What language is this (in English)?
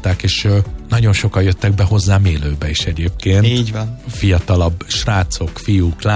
Hungarian